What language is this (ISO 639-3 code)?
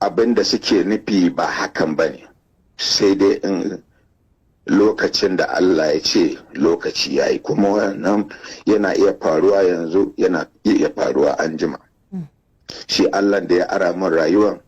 hau